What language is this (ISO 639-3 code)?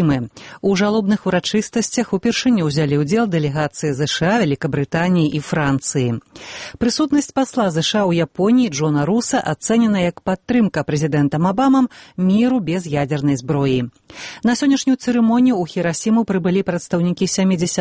bel